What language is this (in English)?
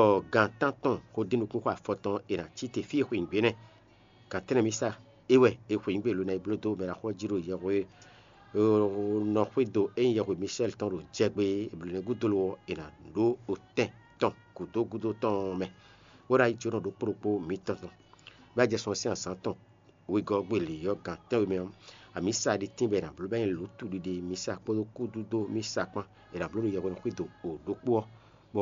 Fon